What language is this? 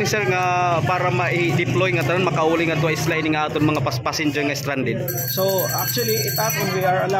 Waray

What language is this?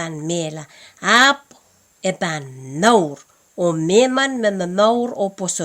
Pohnpeian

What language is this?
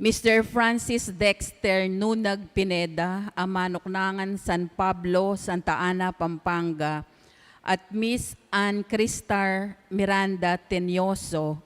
Pampanga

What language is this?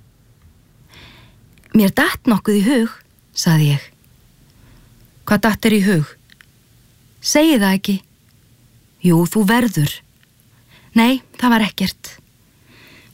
Icelandic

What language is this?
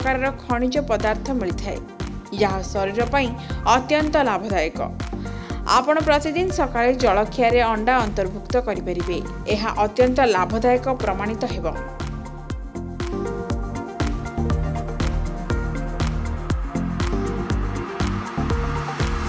Odia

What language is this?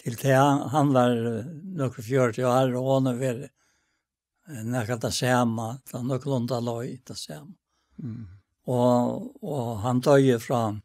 Faroese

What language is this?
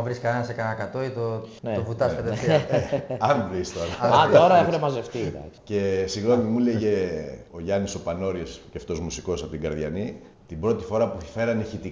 Greek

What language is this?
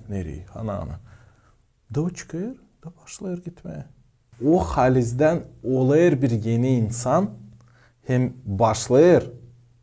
Gagauz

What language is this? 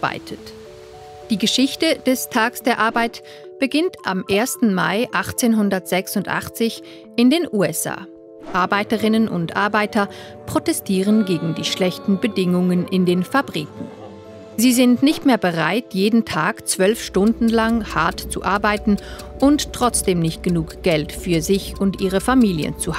Swiss German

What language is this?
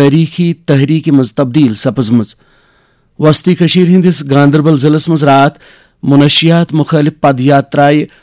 Kashmiri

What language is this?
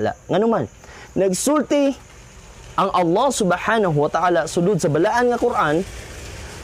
Cebuano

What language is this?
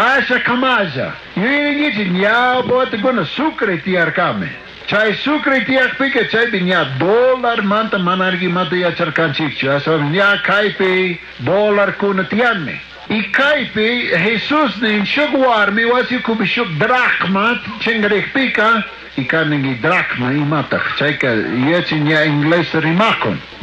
Chimborazo Highland Quichua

